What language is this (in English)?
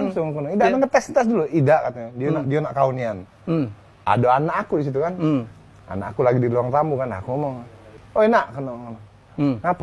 Musi